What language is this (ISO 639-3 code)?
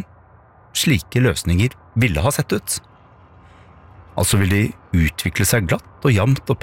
nor